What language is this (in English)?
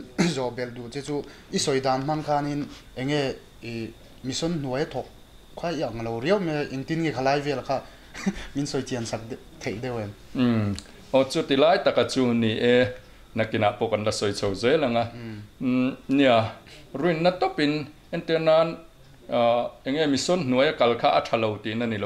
Mizo